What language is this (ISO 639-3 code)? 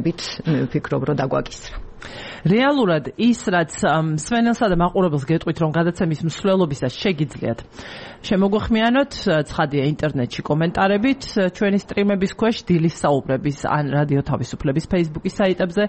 kat